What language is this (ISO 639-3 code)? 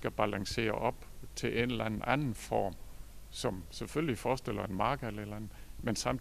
dan